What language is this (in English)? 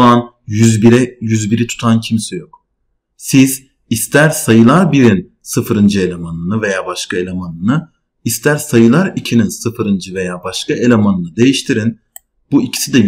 Turkish